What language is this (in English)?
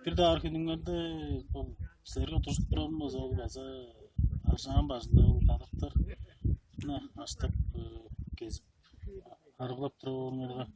Tuvinian